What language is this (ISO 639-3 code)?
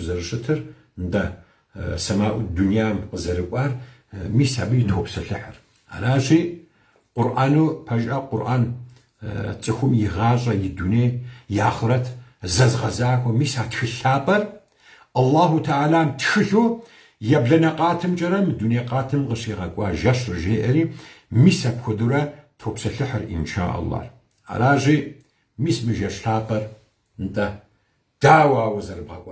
kbd